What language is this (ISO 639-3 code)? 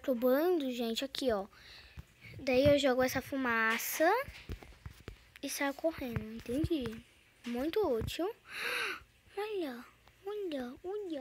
por